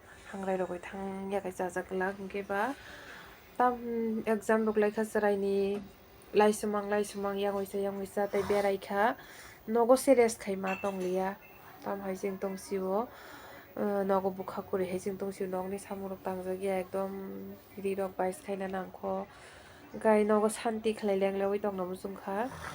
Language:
Kok Borok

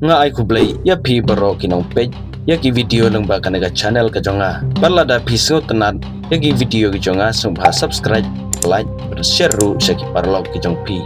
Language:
Khasi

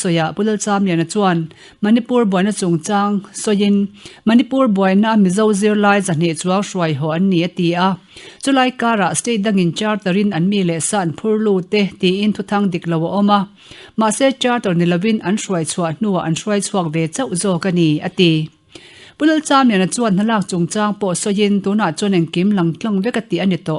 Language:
Mizo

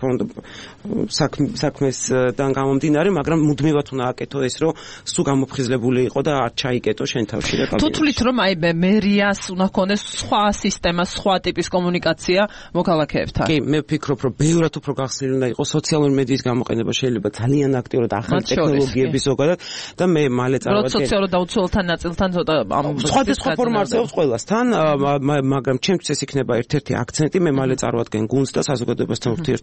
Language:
Georgian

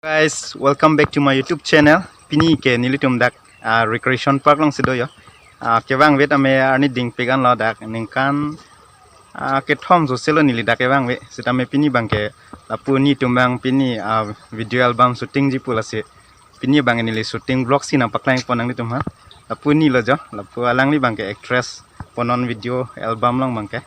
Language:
Karbi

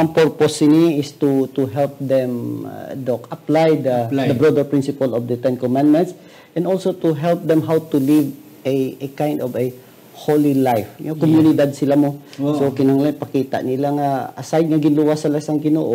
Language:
Hiligaynon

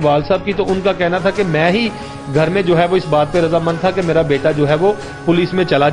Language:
Urdu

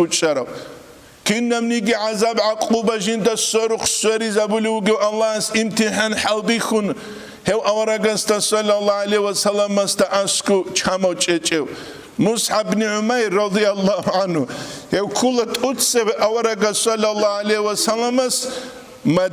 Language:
Avaric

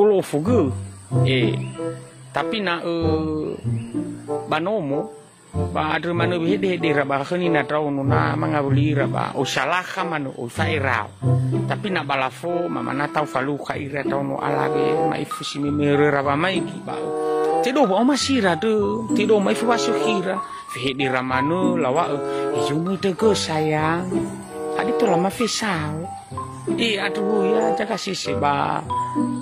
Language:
Nias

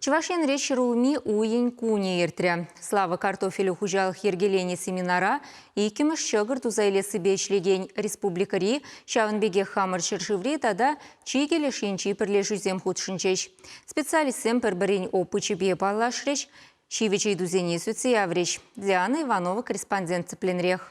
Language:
Chuvash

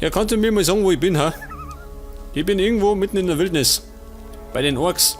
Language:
Bavarian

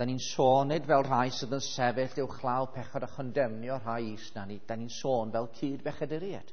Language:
Welsh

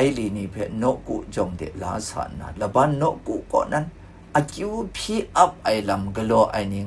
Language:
Kachin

